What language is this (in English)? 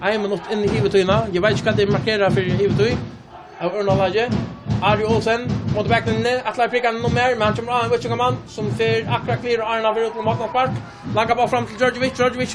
Faroese